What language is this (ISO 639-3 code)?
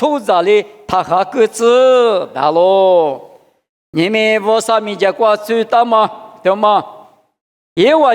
lis